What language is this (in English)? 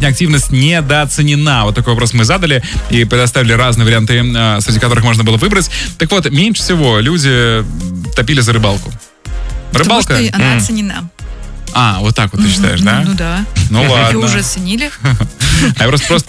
Russian